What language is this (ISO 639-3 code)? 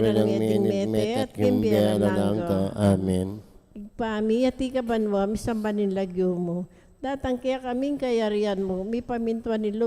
pam